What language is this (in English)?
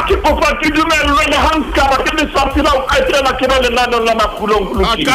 Southern Sotho